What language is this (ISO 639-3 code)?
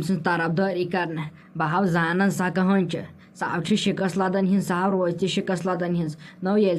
kas